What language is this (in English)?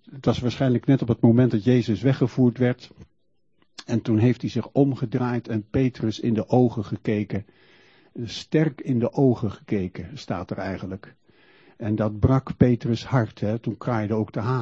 Dutch